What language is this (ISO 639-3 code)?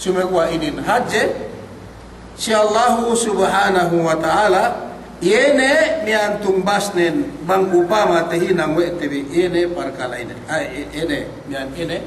yka